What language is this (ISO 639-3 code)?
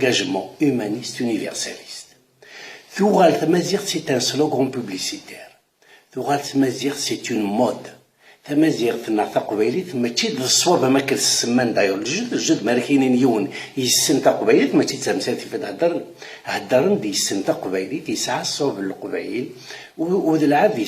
kab